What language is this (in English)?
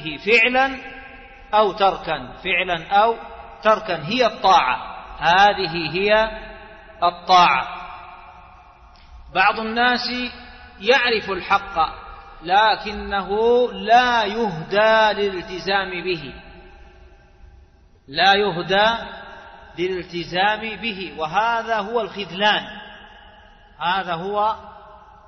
Arabic